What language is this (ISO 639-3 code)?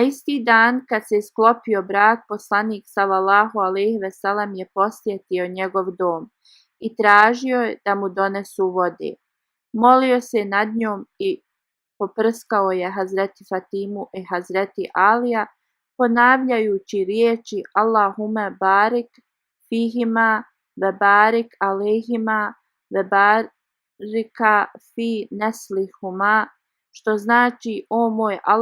bos